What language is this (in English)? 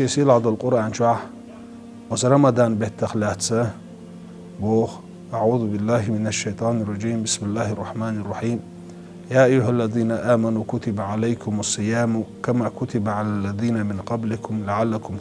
Chechen